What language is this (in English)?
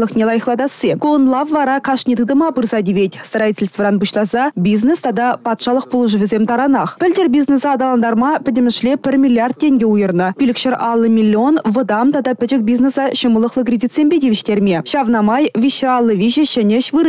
Chuvash